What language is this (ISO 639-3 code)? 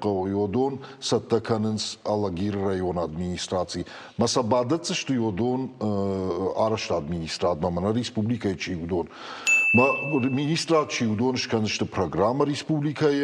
oss